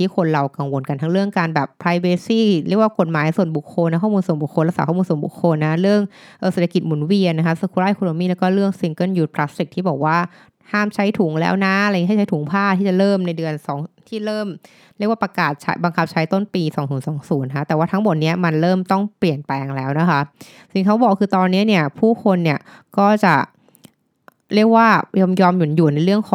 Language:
Thai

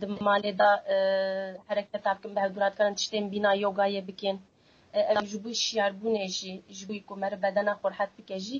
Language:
Kurdish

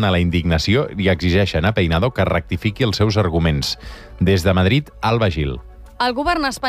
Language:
Catalan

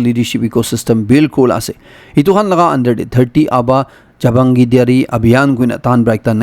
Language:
Naga Pidgin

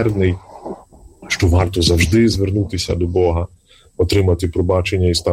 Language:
Ukrainian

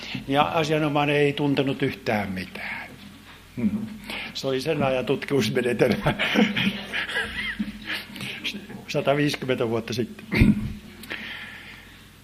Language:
Finnish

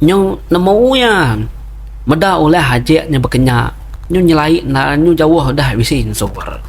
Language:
Iban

